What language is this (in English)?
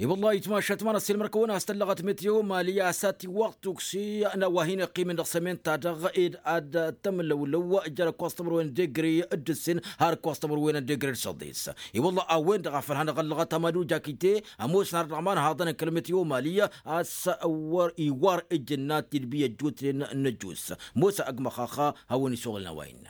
Tamasheq